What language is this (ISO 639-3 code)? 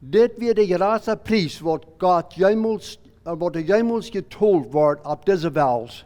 pdt